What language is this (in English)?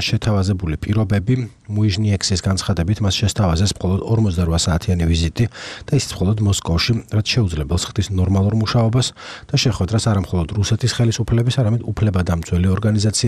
Georgian